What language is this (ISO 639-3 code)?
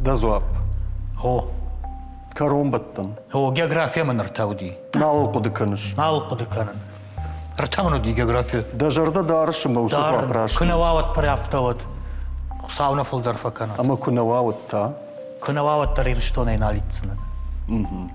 oss